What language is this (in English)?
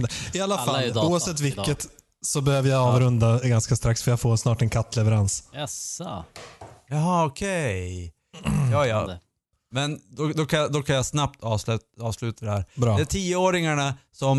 Swedish